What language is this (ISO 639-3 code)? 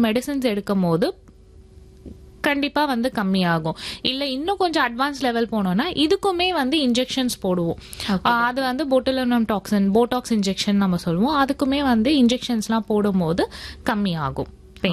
tam